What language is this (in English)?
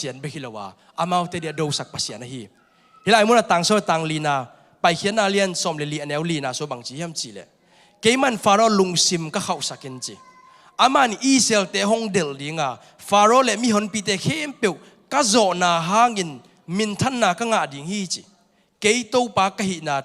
Tedim Chin